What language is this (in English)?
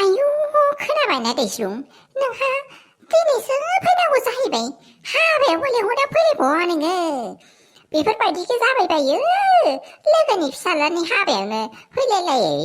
Bodo